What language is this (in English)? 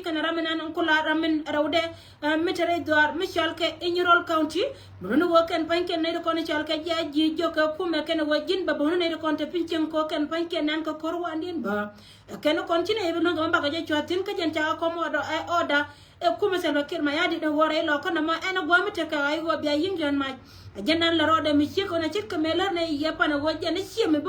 Nuer